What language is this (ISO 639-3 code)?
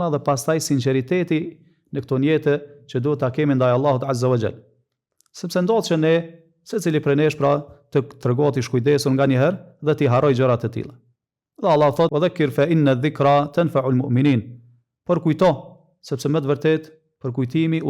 sqi